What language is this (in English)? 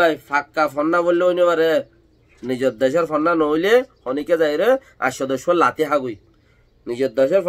Rohingya